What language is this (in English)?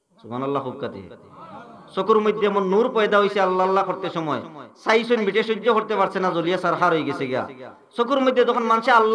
Sylheti